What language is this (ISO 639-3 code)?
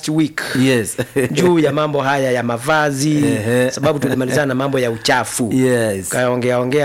swa